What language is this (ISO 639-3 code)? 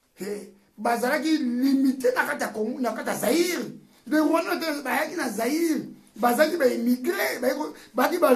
lin